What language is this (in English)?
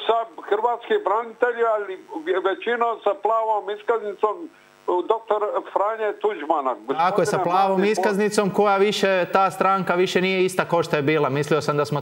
Croatian